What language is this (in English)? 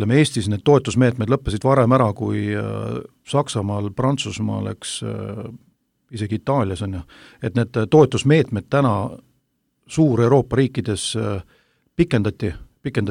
Estonian